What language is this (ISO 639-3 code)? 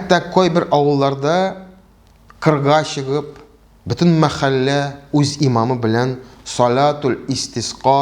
tat